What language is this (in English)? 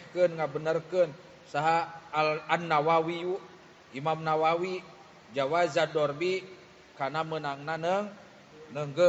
Sundanese